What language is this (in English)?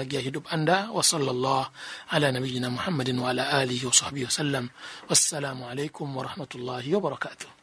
Indonesian